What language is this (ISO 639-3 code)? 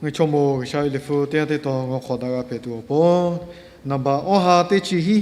lhu